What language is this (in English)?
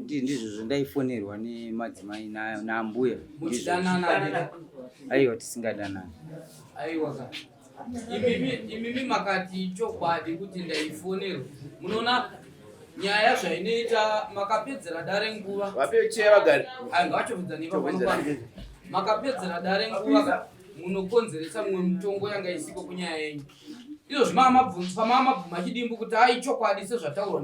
Shona